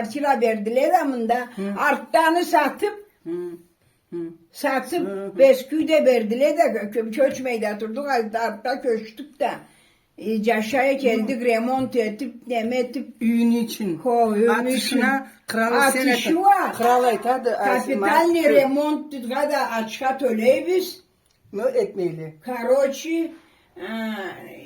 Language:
Karachay-Balkar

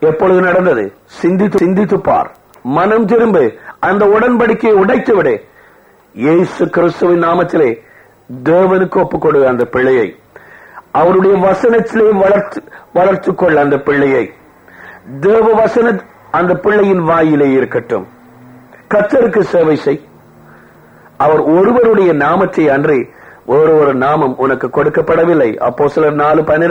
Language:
Tamil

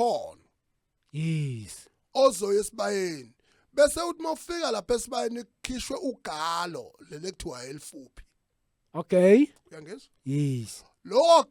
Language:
Zulu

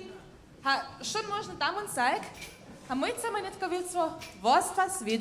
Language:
Upper Sorbian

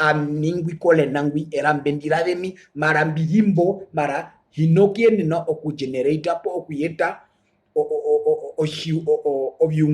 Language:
Herero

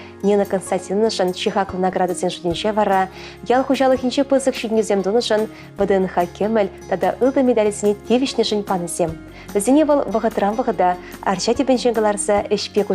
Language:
Chuvash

